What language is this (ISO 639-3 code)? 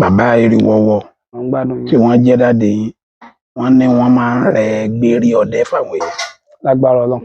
yor